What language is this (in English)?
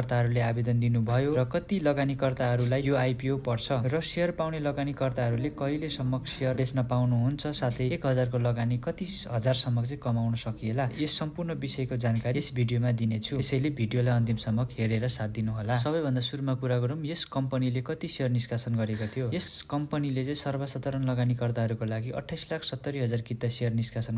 Nepali